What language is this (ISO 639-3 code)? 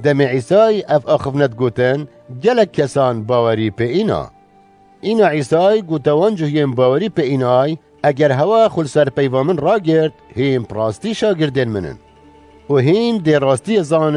kur